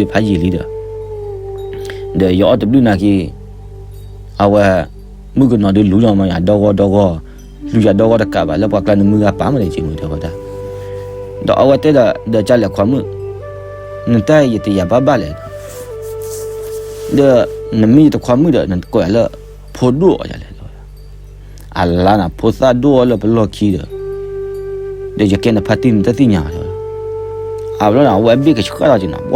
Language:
S'gaw Karen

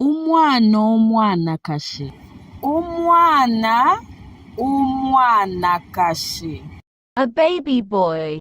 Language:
Bemba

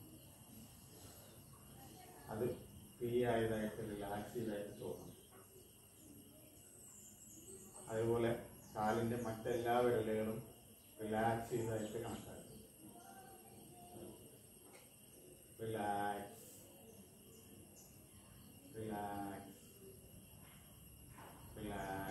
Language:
Malayalam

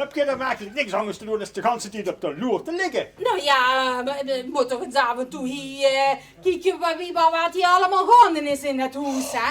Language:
Limburgish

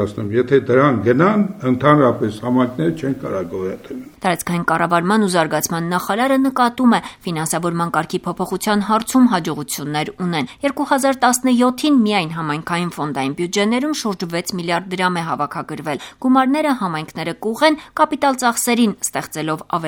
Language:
Armenian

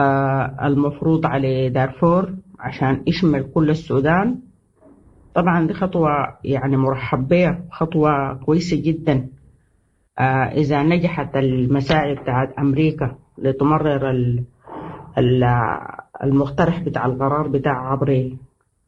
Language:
Sudanese Arabic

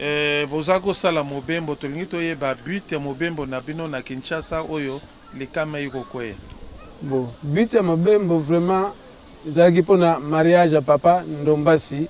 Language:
Lingala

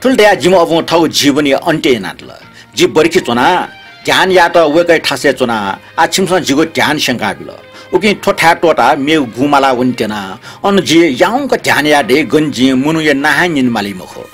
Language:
Newari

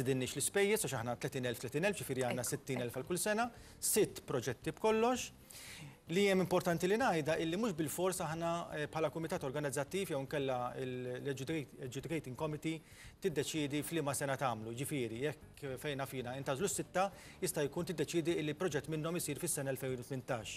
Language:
Maltese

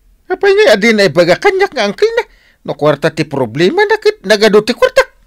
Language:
Iloko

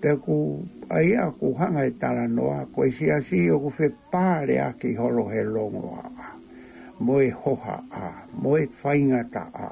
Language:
Tongan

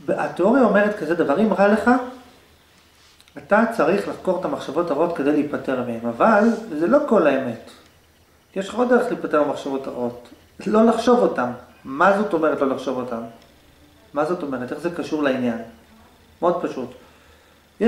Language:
Hebrew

